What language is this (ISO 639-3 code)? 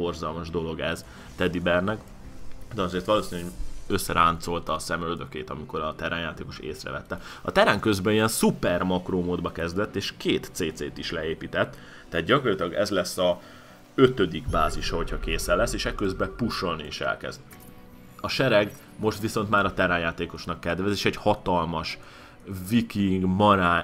hun